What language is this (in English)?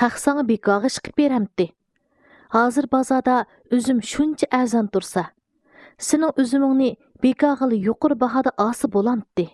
Uyghur